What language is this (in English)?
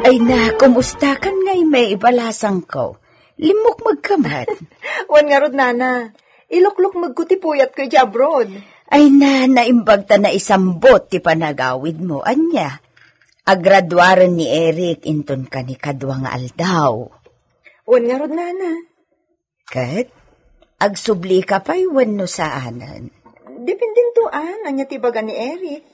Iloko